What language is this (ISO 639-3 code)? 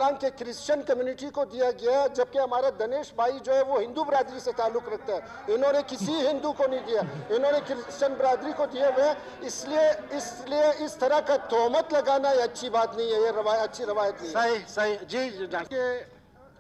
urd